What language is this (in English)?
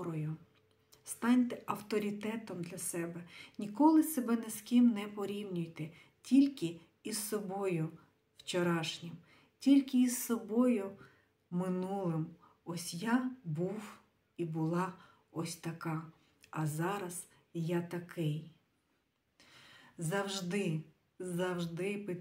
Ukrainian